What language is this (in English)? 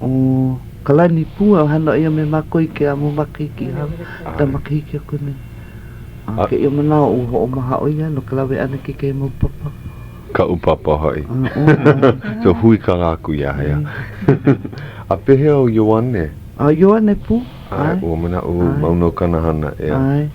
Hawaiian